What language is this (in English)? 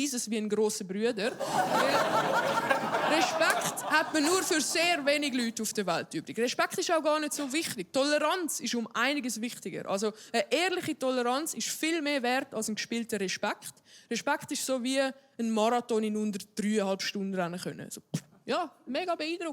Swiss German